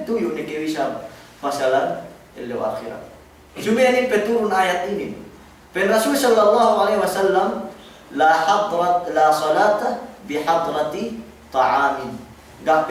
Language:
Yakan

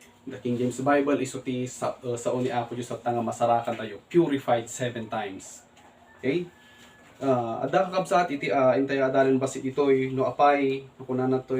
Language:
Iloko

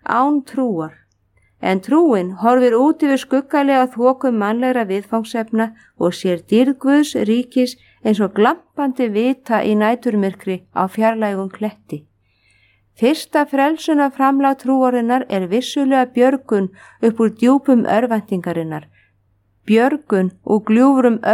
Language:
Icelandic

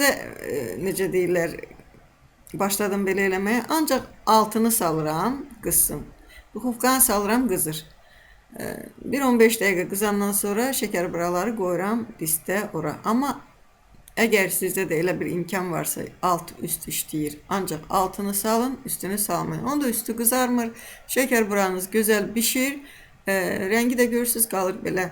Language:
Azerbaijani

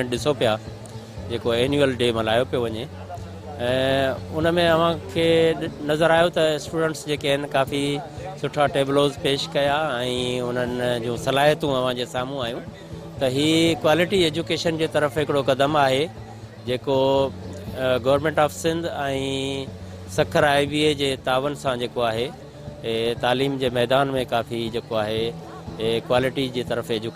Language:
Sindhi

